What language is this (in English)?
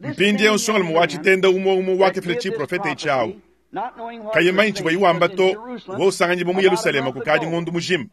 Luba-Lulua